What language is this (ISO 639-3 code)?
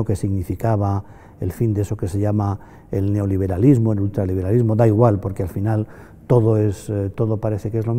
spa